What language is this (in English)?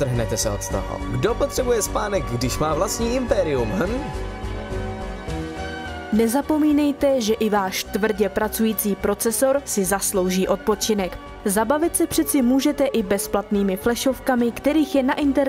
Czech